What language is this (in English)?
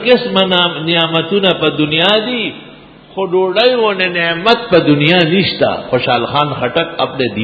Urdu